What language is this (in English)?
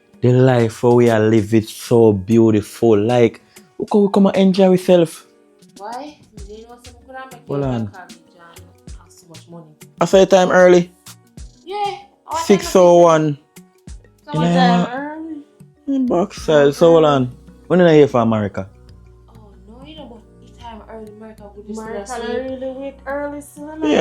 Jamaican Creole English